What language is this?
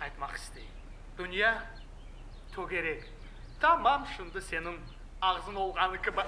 Crimean Tatar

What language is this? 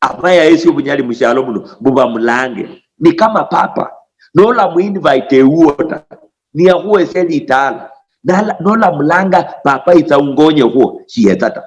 Luyia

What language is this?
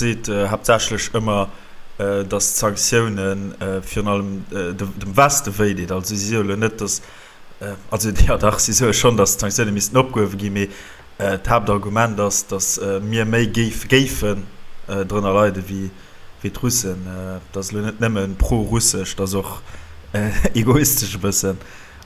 Luxembourgish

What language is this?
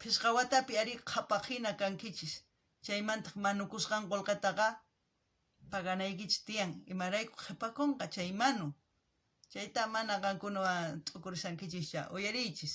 South Bolivian Quechua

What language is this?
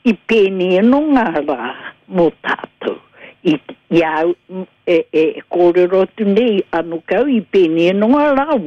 Māori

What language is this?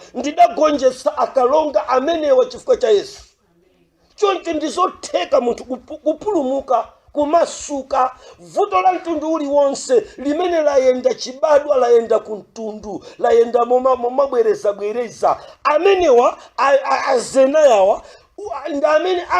Nyanja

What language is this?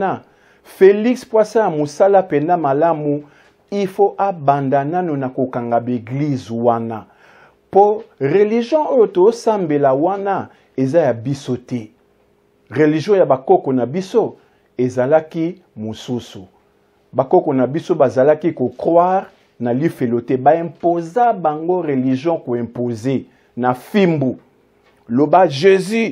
Lingala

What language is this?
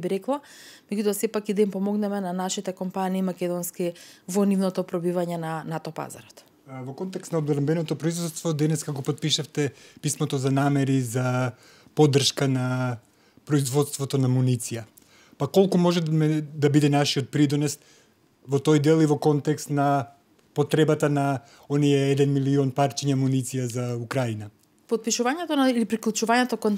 Macedonian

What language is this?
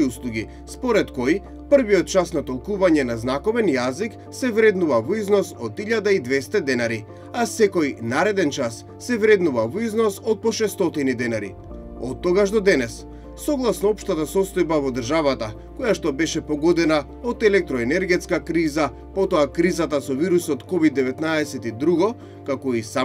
Macedonian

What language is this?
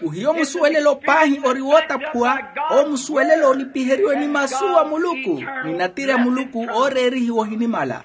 Makhuwa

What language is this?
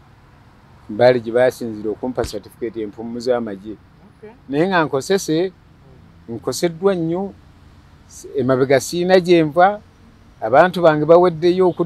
Ganda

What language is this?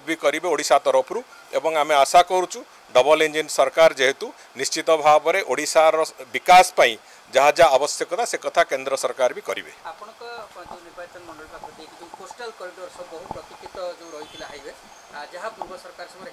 Odia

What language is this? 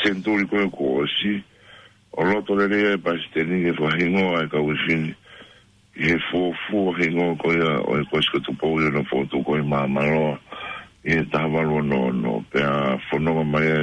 Tongan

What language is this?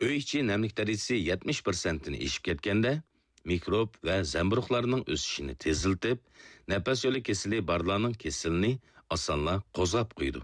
Uyghur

